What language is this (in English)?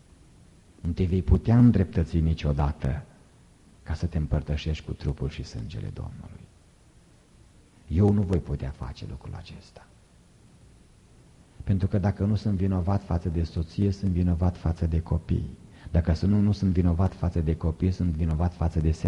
Romanian